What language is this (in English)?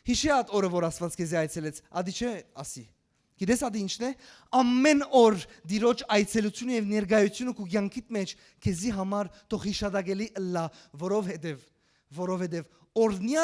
Western Armenian